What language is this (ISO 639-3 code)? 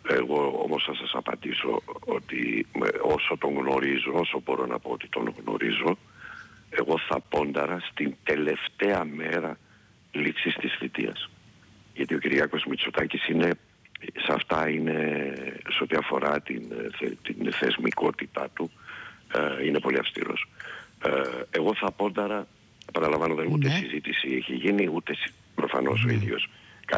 ell